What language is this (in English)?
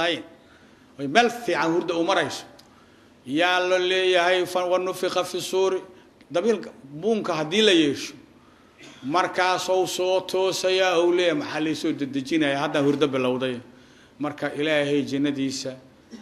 Somali